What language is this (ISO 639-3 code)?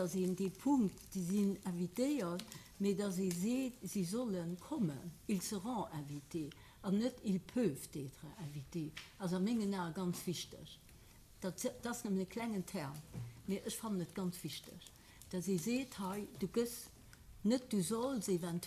ltz